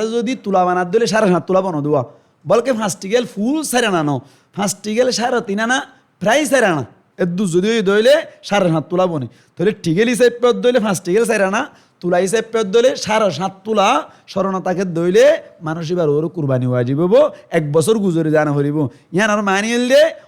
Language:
Rohingya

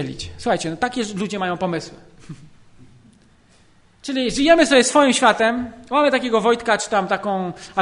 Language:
Polish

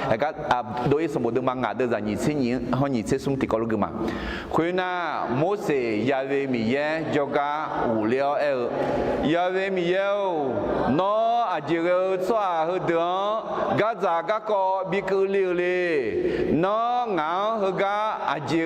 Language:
Akha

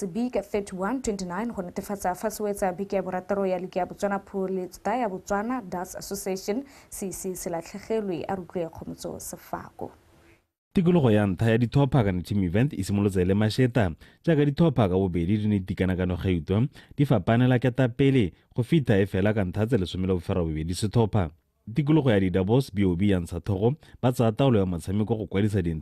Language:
Tswana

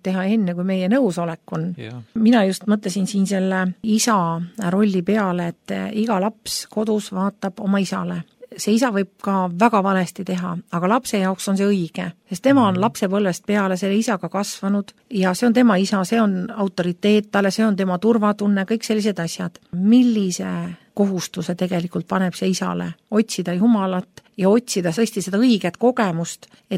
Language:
Estonian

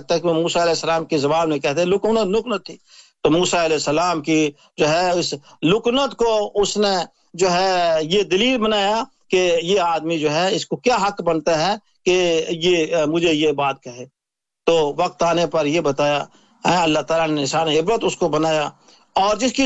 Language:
Urdu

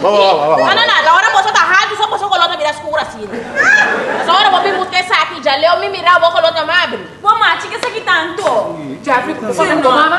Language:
Papiamento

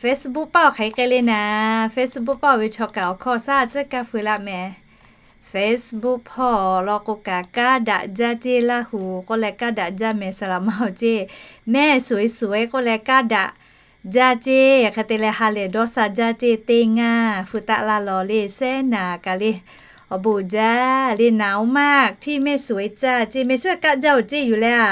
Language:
Lahu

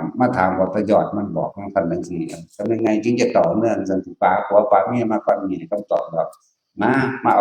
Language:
Northeastern Thai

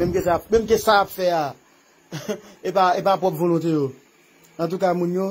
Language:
Haitian Creole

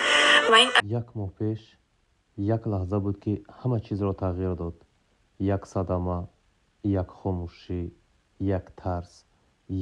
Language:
Tajik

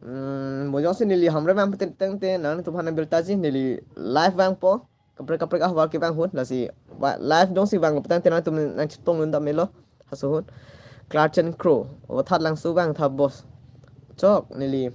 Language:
Karbi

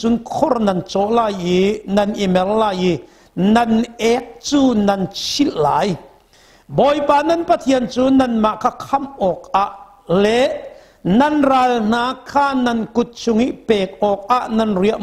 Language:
Hakha Chin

